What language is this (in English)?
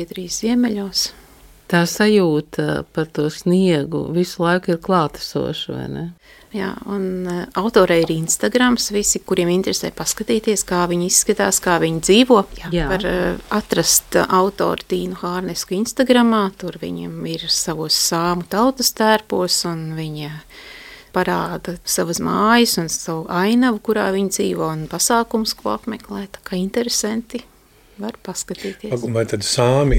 Latvian